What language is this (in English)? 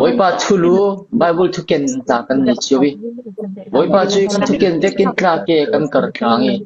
Falam Chin